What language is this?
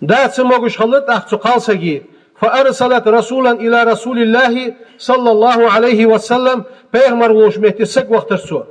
Ingush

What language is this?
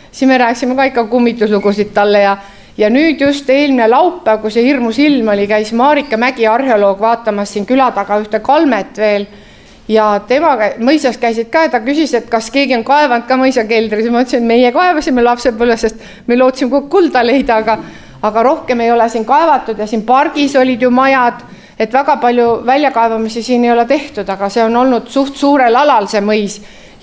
Estonian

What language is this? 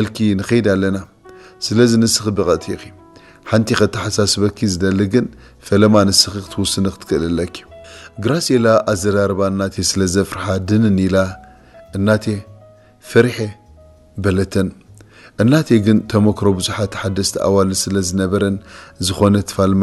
Tigrinya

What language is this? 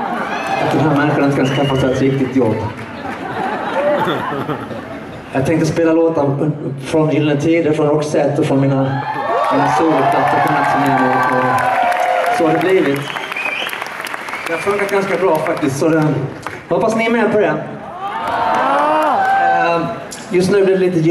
Swedish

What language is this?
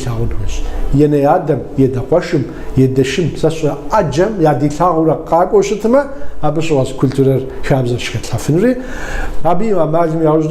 Kabardian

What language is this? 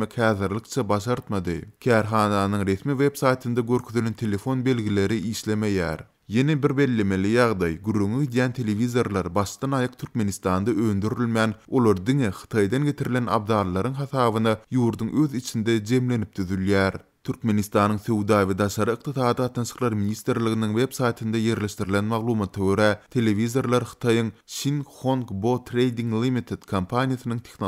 Turkmen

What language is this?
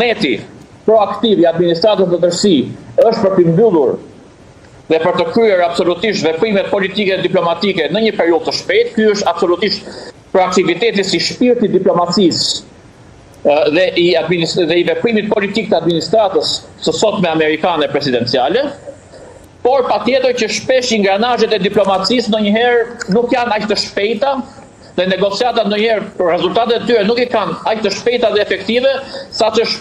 Albanian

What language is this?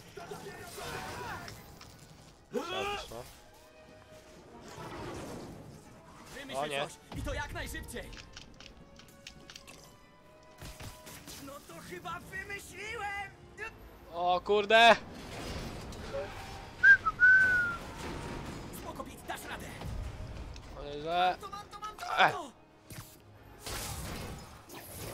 Polish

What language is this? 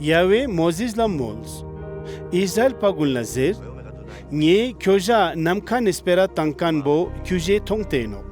Ladakhi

